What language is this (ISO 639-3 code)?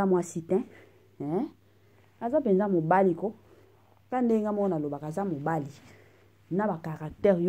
lin